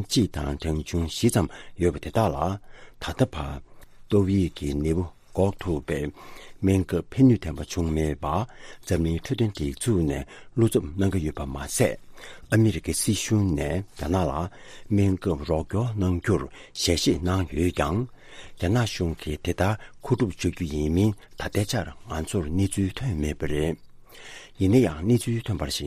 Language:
Tibetan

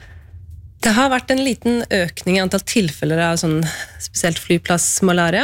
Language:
Norwegian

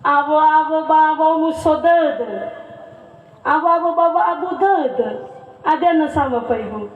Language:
Nias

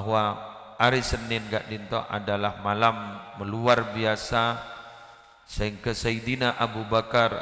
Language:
Madurese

